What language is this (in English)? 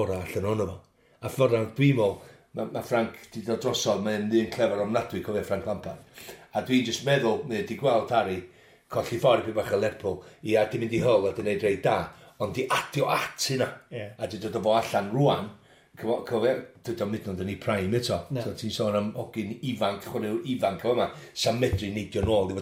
Welsh